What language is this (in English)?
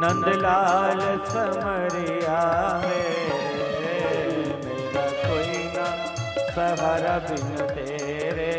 Dogri